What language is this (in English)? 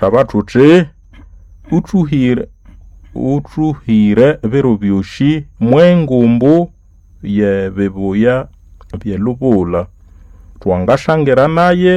Nande